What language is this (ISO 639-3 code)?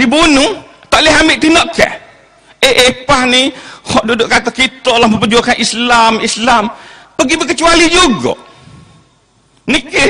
msa